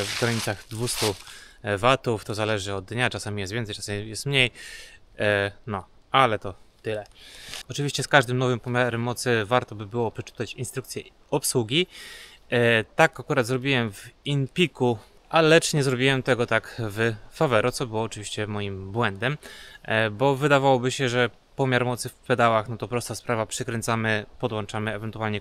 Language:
Polish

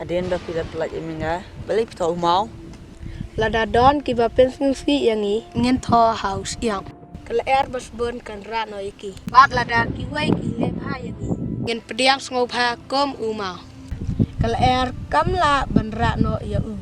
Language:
Khasi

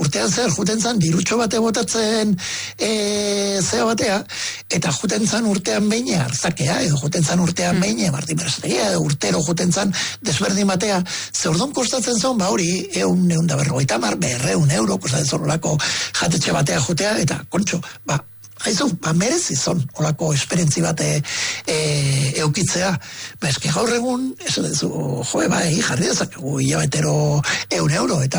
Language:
Basque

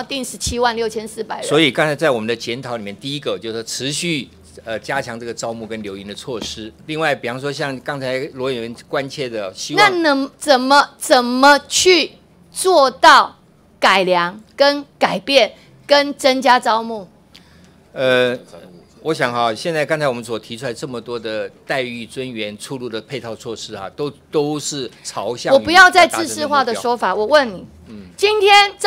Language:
Chinese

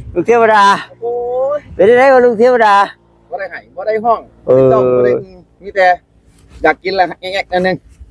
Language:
Northeastern Thai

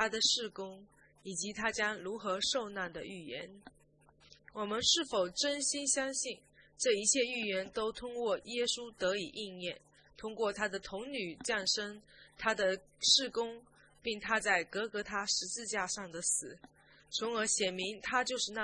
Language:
Chinese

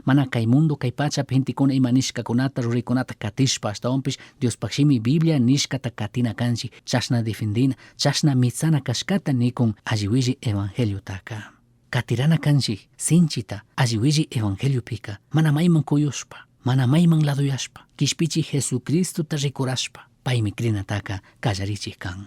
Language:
Chimborazo Highland Quichua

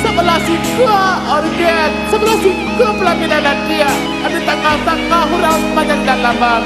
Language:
Minangkabau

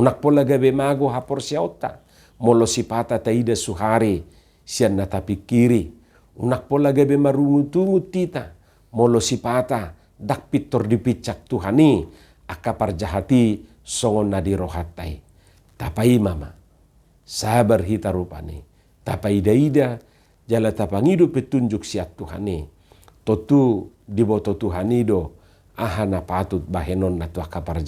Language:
Batak Toba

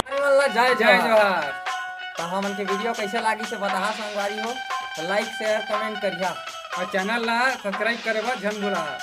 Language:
Chhattisgarhi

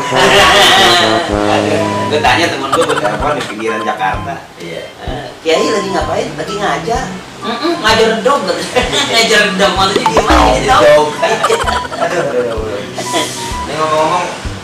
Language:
Betawi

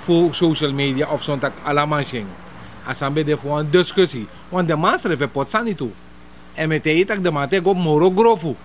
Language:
Sranan Tongo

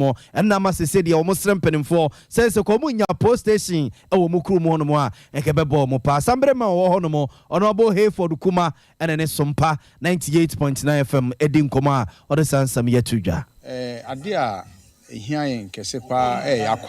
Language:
Akan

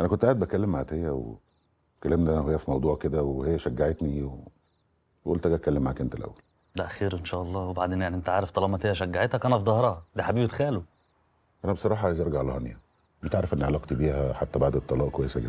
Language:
Egyptian Arabic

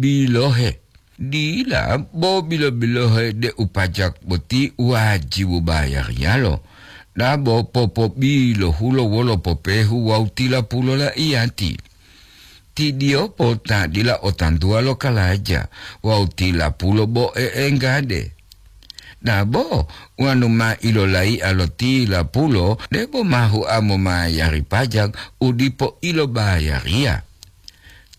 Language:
Gorontalo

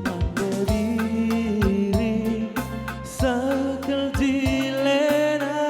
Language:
Batak Karo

